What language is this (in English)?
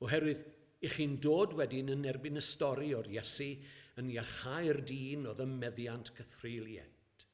Welsh